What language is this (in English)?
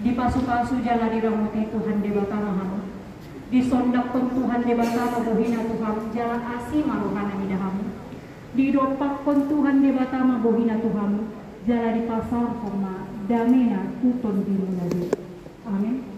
Batak Toba